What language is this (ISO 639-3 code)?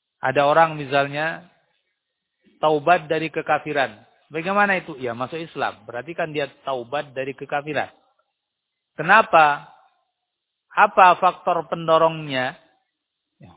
ind